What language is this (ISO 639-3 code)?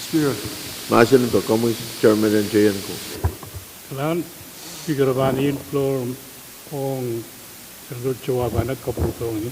pon